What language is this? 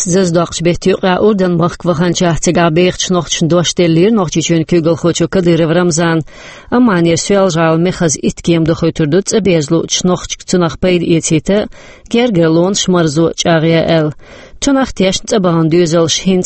Chechen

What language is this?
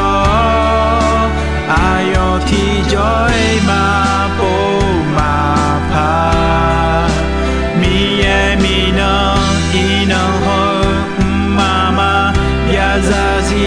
Akha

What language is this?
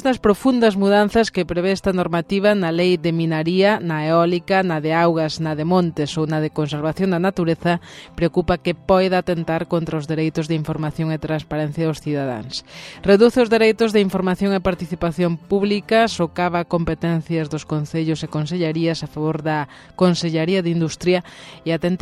Galician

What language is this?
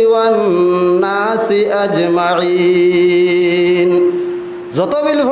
Sylheti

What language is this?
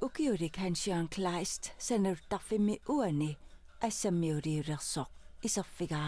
Kalaallisut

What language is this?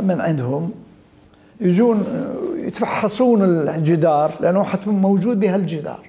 Mesopotamian Arabic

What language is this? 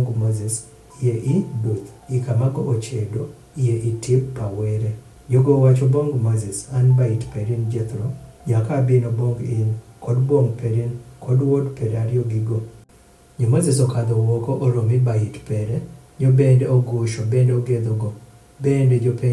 Adhola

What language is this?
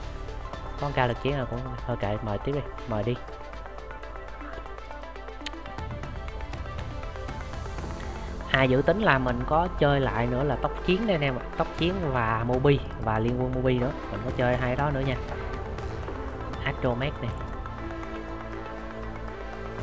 Vietnamese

